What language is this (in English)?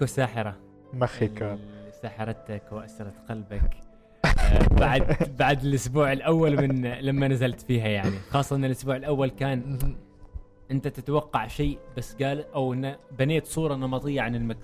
Gulf Arabic